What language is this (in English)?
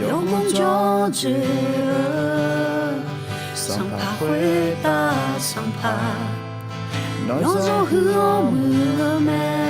Akha